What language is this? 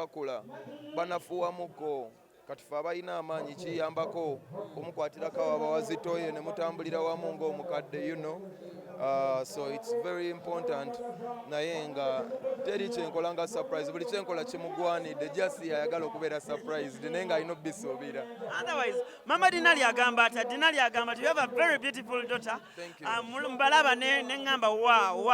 Ganda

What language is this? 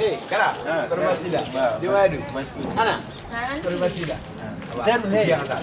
Bambara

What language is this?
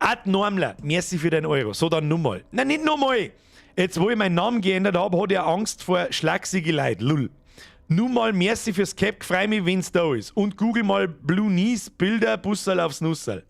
Bavarian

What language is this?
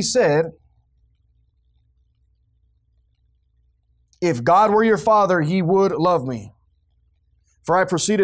English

